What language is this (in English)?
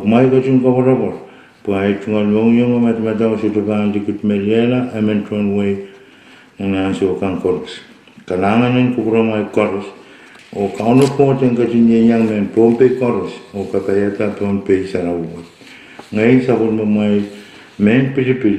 Pohnpeian